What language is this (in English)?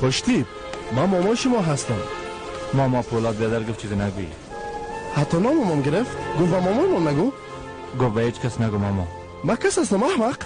Persian